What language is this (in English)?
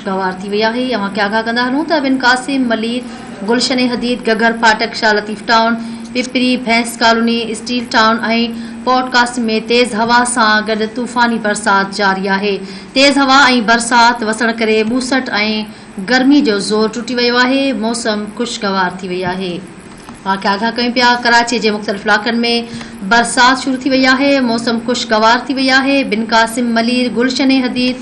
Sindhi